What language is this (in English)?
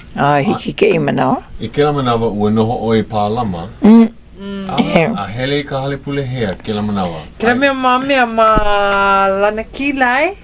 Hawaiian